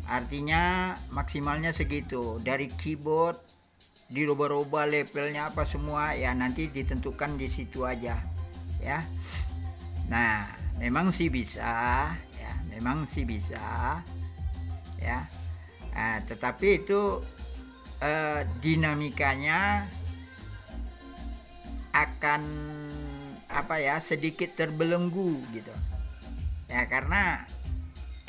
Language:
Indonesian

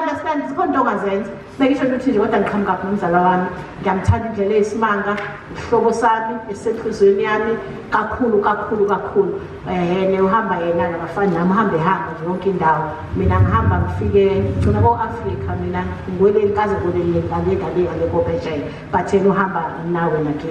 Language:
Zulu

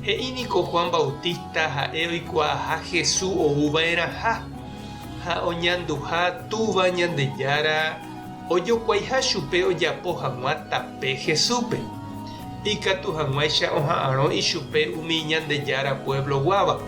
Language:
Guarani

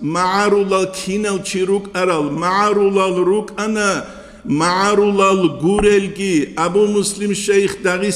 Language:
Avaric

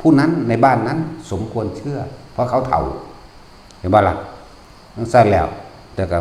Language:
Northeastern Thai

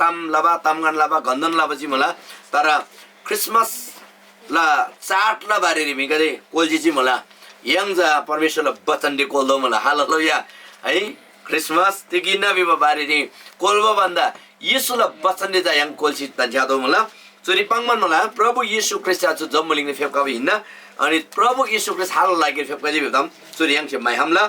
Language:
Eastern Tamang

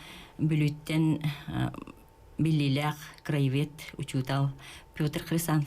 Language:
Yakut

